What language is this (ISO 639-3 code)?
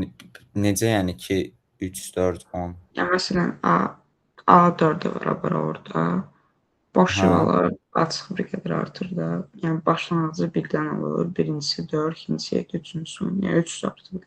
aze